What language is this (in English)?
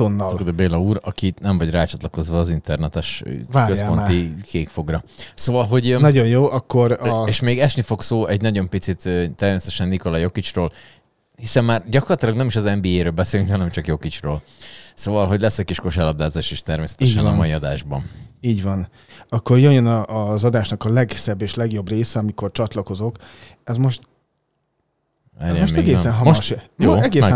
Hungarian